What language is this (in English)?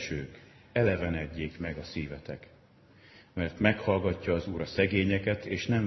Hungarian